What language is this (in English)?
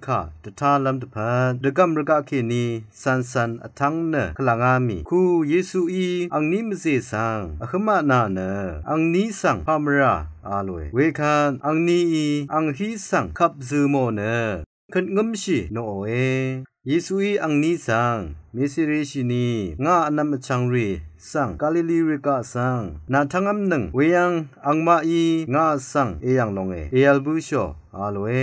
Rawang